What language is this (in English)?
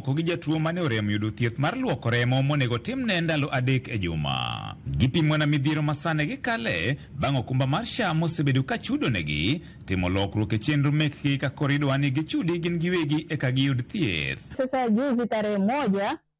Luo (Kenya and Tanzania)